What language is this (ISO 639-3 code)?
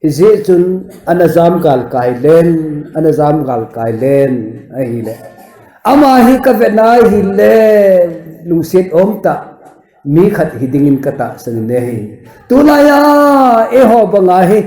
tcz